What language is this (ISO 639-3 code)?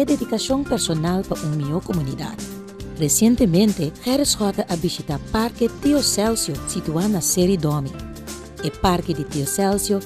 pap